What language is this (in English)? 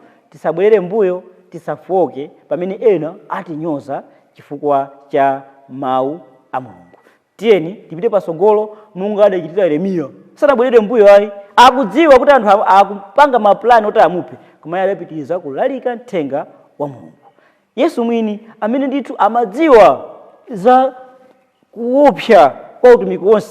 Nyanja